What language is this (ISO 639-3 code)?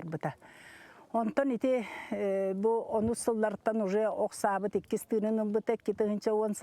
sah